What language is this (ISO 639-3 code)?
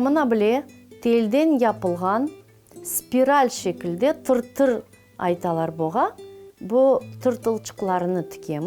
crh